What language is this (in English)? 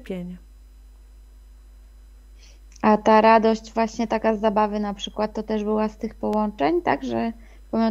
Polish